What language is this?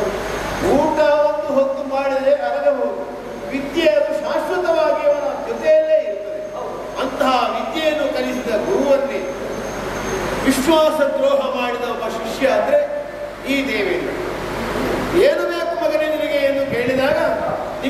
Kannada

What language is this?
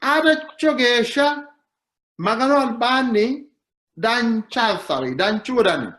Sidamo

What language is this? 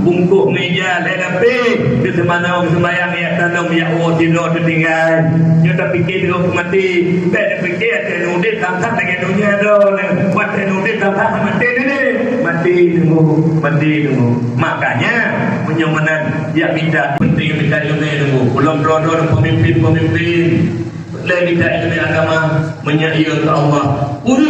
Achinese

